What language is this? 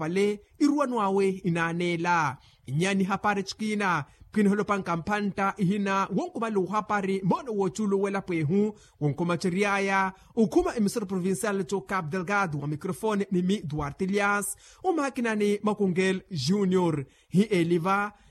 Makhuwa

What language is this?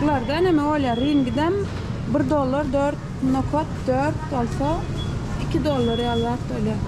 Turkmen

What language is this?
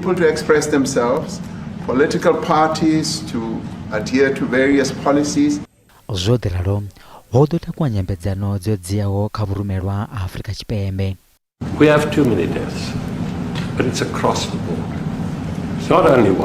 Venda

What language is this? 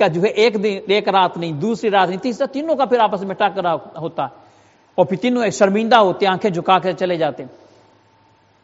Urdu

